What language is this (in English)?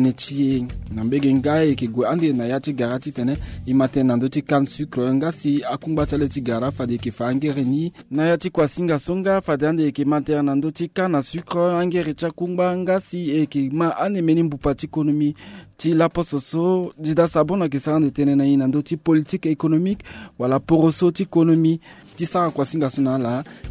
Sango